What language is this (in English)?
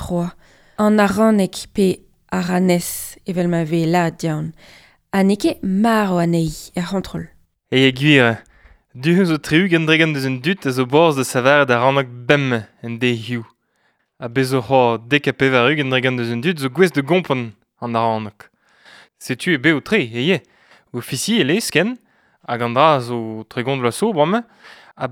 Breton